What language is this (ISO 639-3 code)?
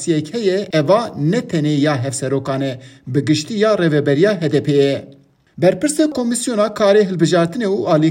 kur